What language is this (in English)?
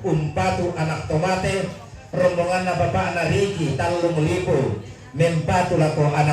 Toraja-Sa'dan